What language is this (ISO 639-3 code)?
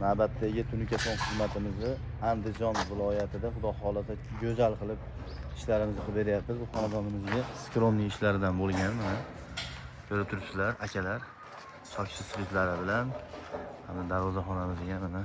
uzb